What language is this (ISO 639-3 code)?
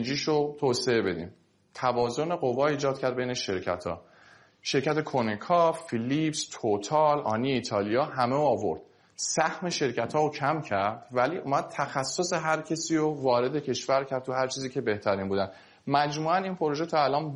fas